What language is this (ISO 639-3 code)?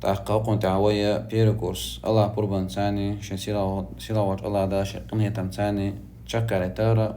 che